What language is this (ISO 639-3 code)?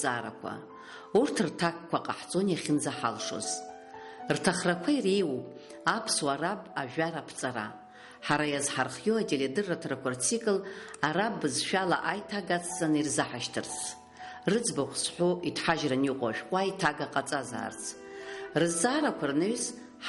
abk